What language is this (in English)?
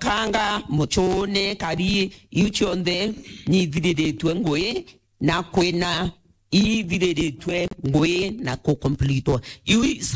Meru